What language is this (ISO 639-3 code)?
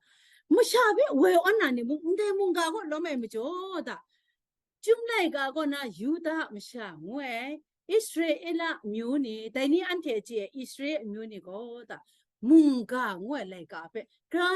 kac